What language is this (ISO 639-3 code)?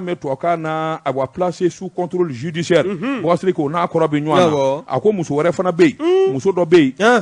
bam